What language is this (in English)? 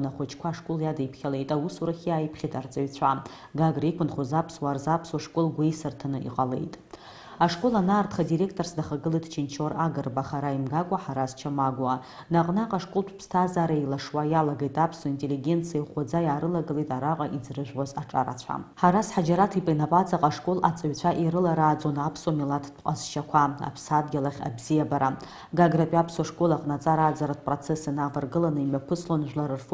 Abkhazian